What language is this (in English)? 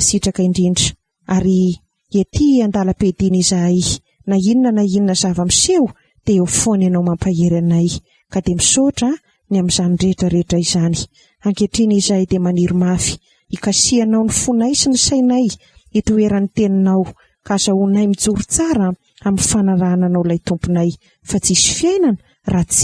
Malagasy